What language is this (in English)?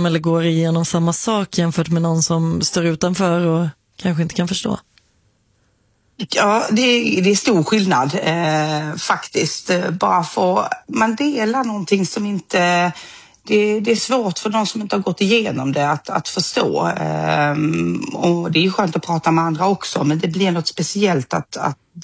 Swedish